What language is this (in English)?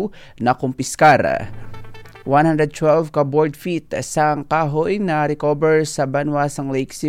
Hiligaynon